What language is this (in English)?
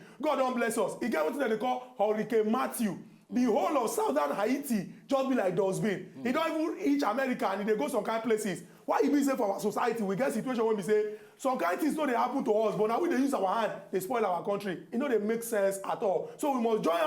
Nigerian Pidgin